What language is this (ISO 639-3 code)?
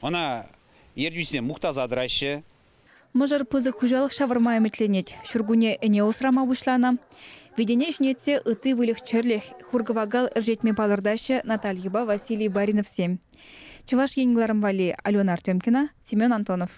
chv